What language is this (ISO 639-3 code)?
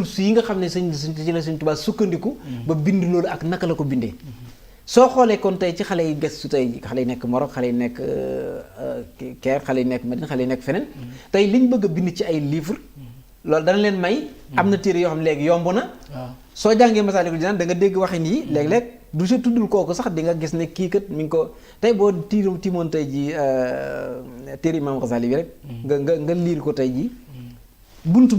wol